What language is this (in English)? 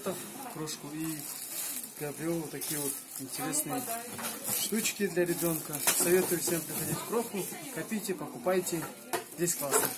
Russian